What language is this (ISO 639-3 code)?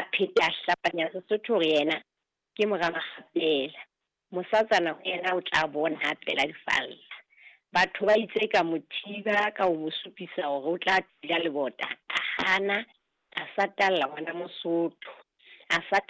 sot